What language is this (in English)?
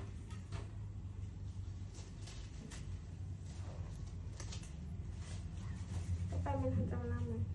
Lao